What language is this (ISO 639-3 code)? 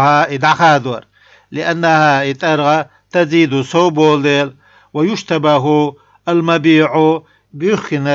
che